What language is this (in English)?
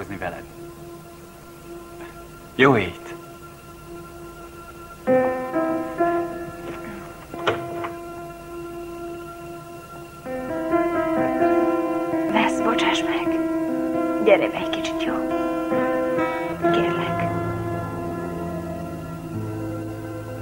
Hungarian